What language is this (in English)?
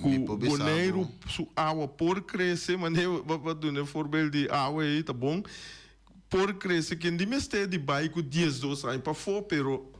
Papiamento